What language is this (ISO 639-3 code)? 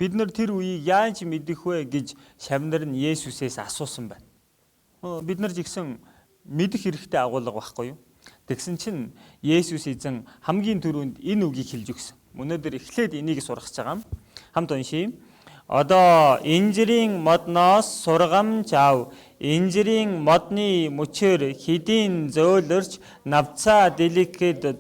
mon